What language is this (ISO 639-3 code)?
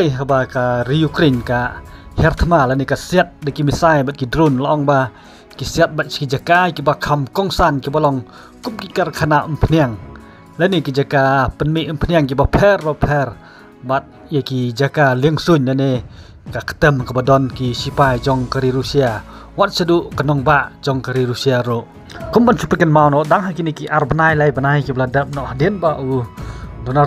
kha